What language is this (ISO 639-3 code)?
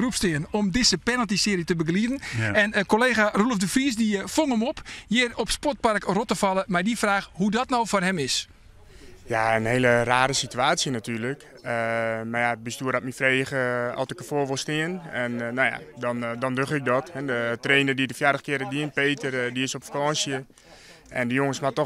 fry